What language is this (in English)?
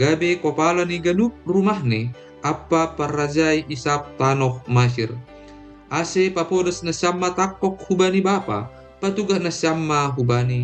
Batak Simalungun